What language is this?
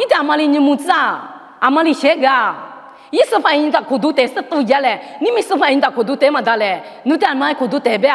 Lisu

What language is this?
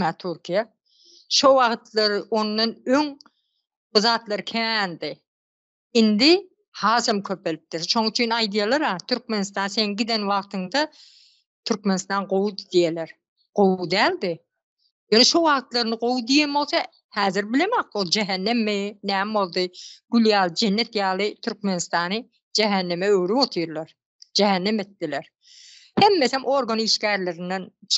Turkmen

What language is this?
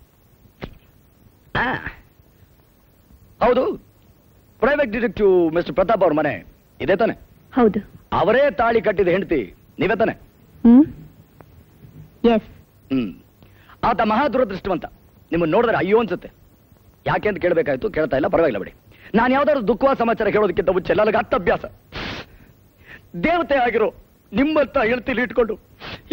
Kannada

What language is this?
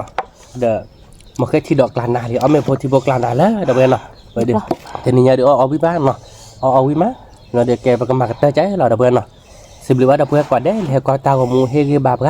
S'gaw Karen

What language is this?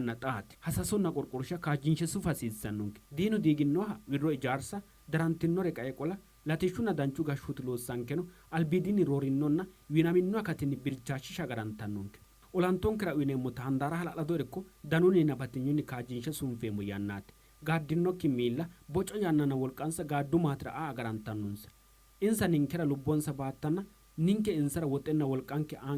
Sidamo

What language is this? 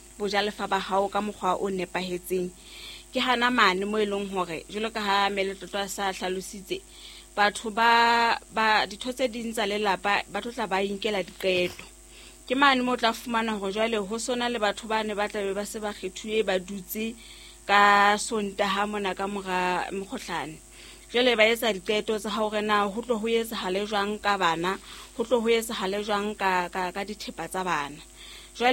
Southern Sotho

